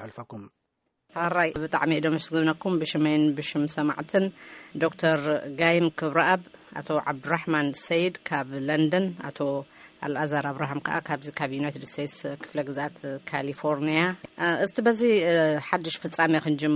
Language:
Tigrinya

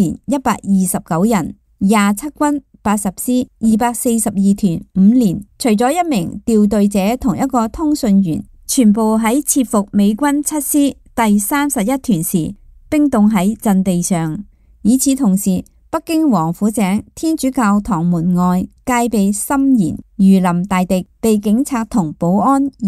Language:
Cantonese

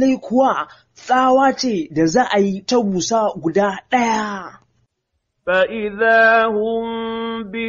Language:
Hausa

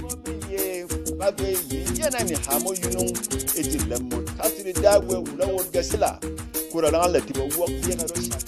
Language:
Berom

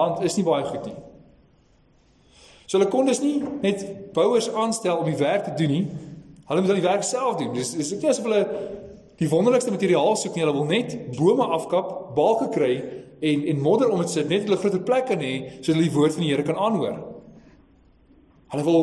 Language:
Afrikaans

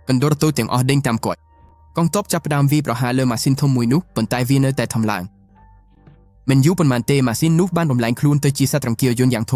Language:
Khmer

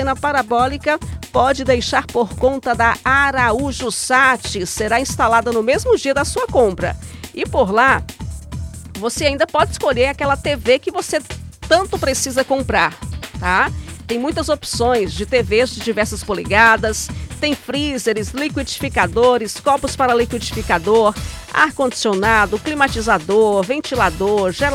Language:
Portuguese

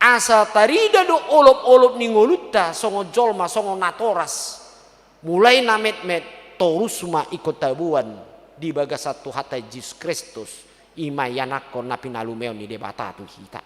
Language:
Batak Toba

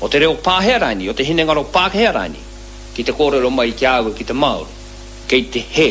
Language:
Māori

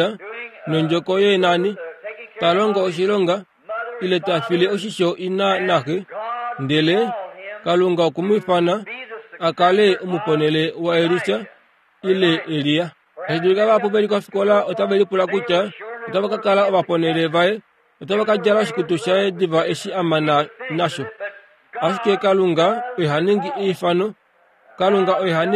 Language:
Kuanyama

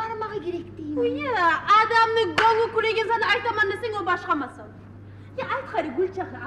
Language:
Kumyk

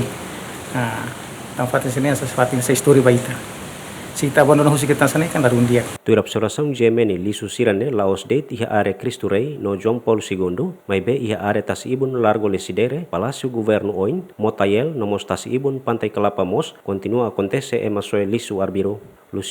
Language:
Tetum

